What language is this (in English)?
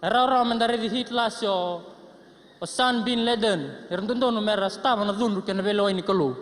Fijian